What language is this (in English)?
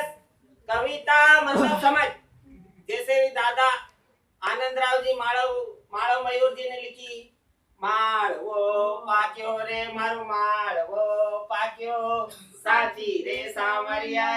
Rajasthani